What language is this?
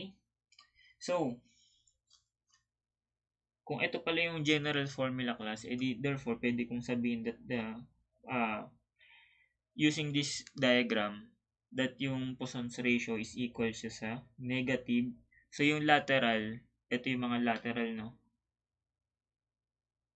Filipino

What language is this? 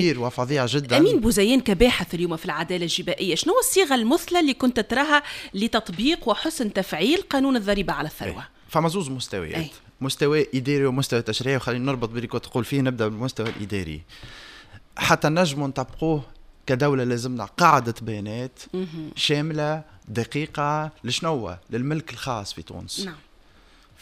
Tunisian Arabic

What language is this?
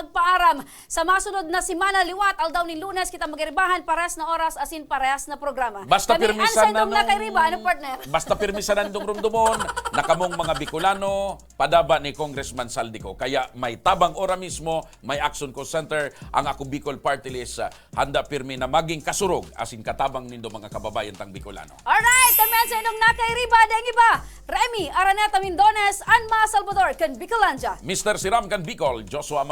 Bikol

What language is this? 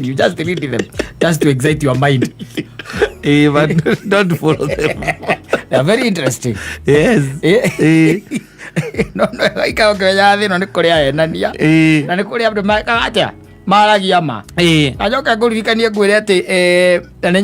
Kikuyu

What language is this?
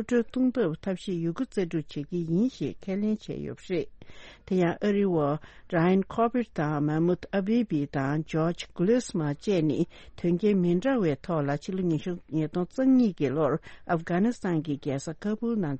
Tibetan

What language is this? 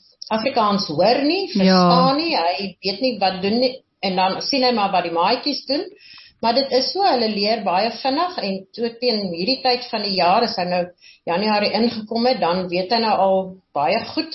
Afrikaans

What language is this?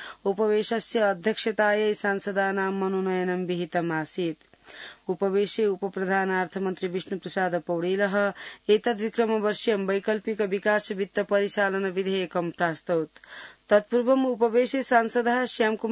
Sanskrit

